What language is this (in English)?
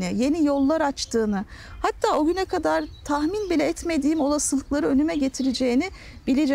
Turkish